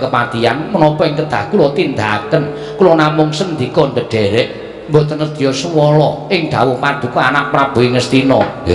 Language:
Javanese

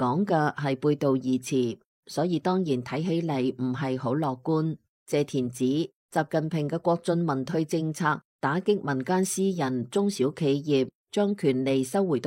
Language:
Cantonese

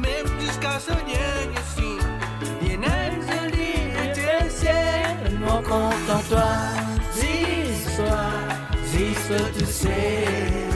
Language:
Morisyen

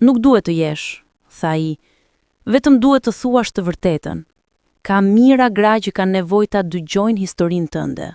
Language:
Albanian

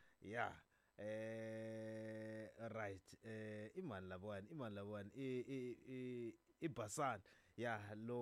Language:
Tsonga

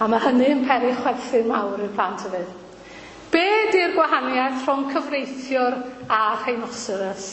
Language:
Welsh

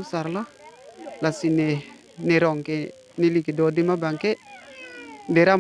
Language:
Karbi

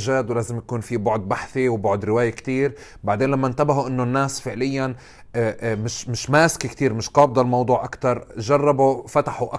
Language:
North Levantine Arabic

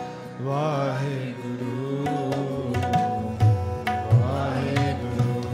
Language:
Punjabi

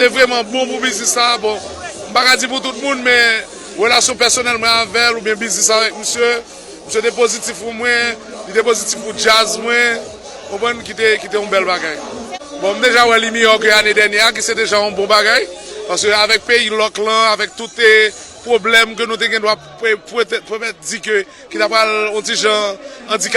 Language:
Haitian Creole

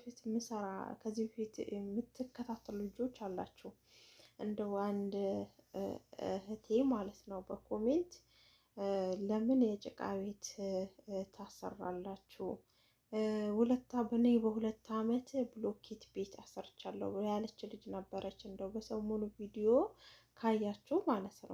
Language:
Amharic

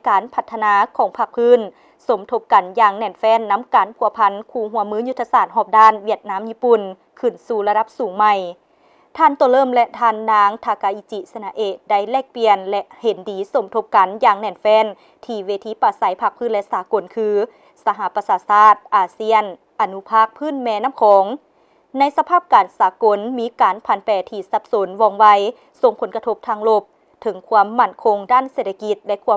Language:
Lao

